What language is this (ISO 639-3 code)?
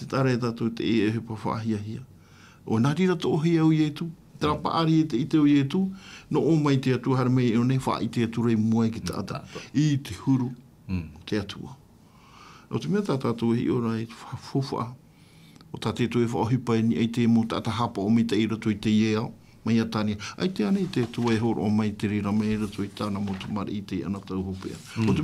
tah